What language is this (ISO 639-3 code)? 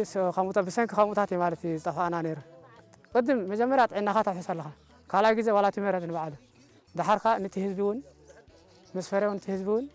tir